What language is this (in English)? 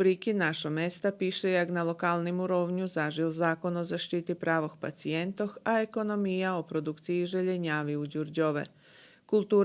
Rusyn